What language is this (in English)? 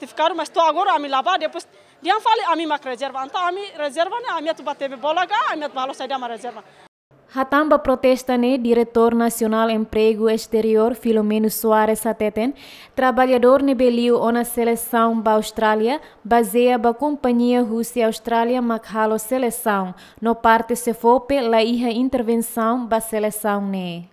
Tetum